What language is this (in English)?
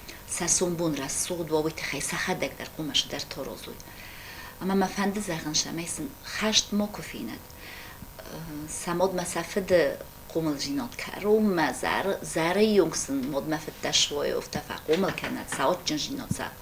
Ossetic